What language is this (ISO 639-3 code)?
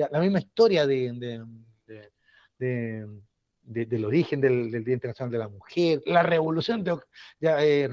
spa